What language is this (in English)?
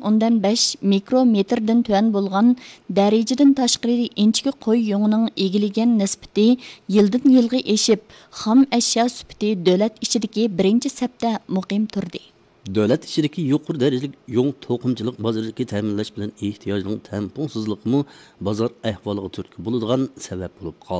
Uyghur